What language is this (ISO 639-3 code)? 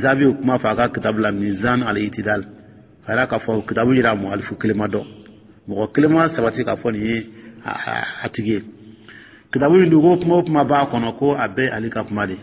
dyu